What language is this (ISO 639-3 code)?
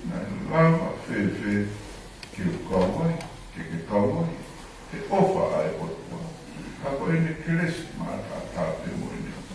ton